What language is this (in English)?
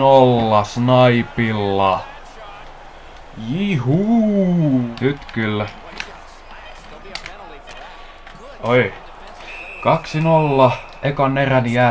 Finnish